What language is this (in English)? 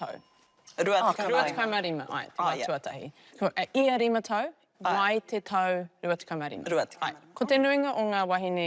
Māori